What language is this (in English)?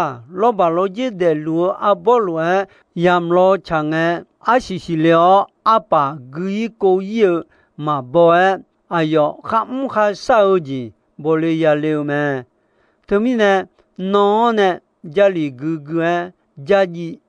Akha